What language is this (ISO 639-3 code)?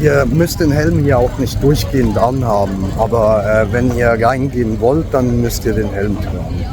gsw